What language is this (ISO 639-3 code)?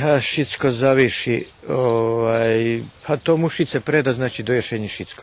rue